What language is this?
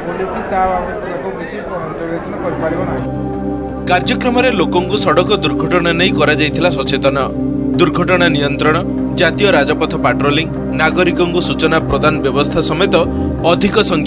Odia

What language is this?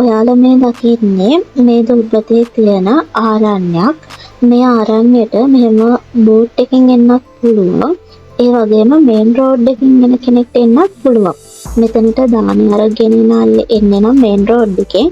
Sinhala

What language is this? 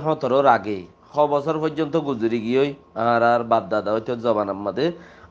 Rohingya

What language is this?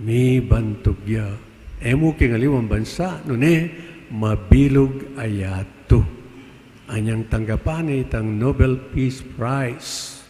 Pampanga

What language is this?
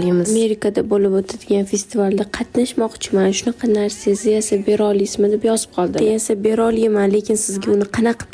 Uzbek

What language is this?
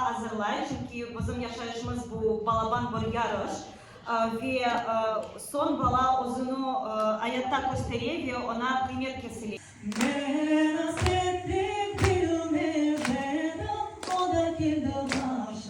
Crimean Tatar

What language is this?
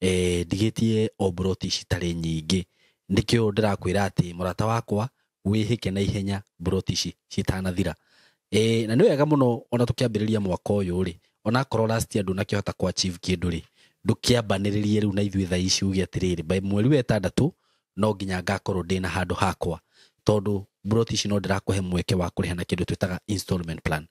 Kikuyu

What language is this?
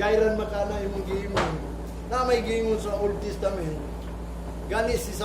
Cebuano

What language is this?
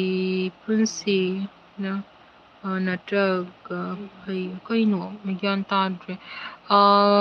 Manipuri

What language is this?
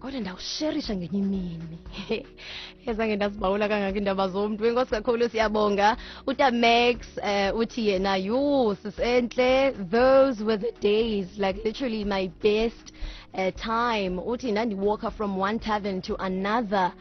Xhosa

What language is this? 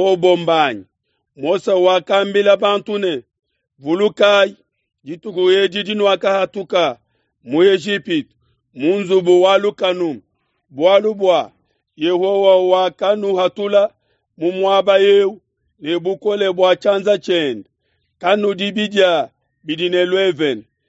Luba-Lulua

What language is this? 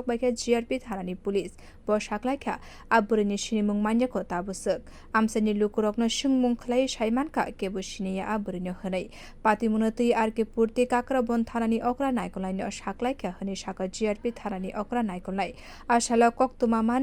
Kok Borok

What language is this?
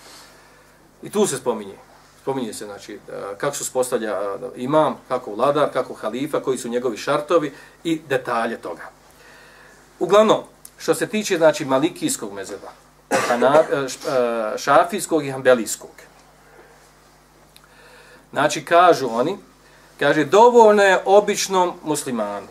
Bosnian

